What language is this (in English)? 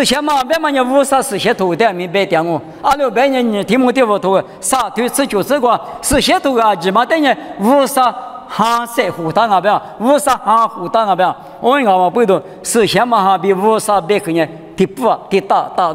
Lisu